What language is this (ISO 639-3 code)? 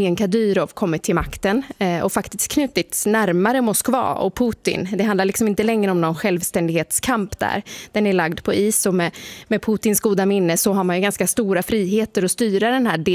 swe